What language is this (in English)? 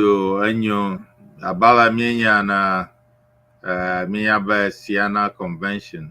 Ewe